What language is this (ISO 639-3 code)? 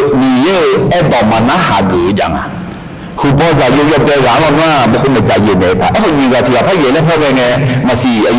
ahk